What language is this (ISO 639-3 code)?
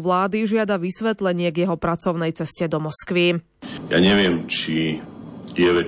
slk